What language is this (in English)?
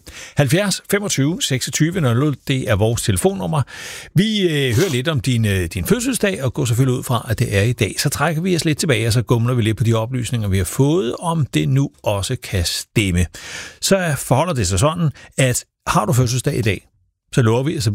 Danish